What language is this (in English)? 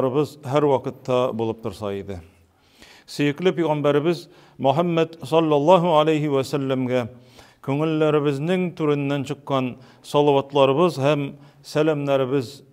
Tatar